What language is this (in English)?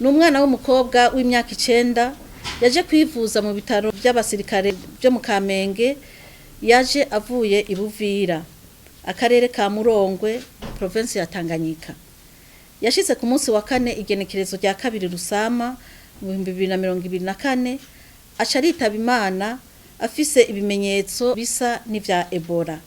Rundi